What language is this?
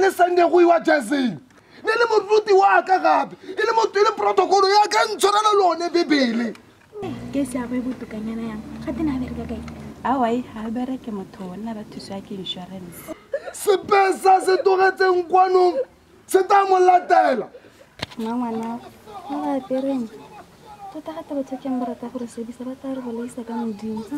Tswana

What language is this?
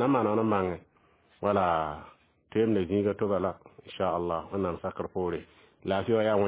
Mossi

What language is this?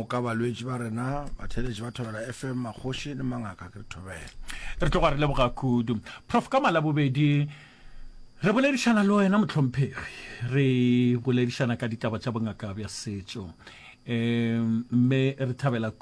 Northern Sotho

